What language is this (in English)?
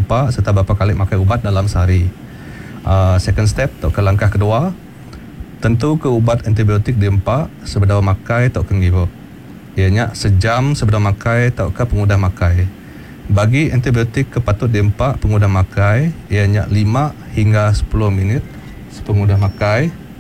Iban